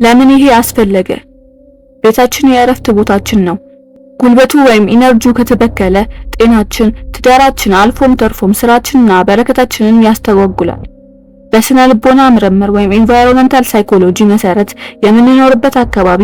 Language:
Amharic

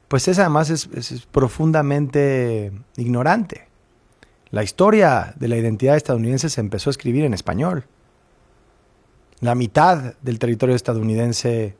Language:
Spanish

